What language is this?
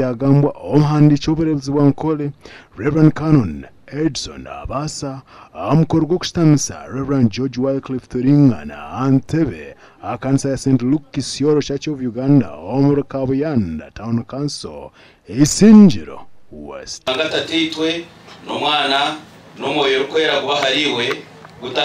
Nyankole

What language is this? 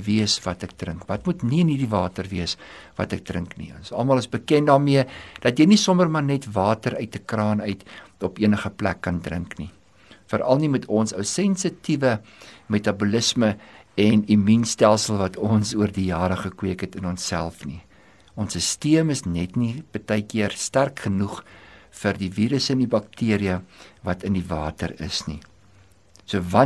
Afrikaans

